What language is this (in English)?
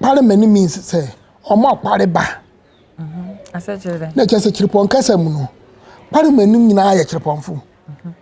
Akan